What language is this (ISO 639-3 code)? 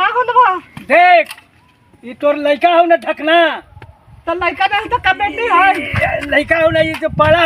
mag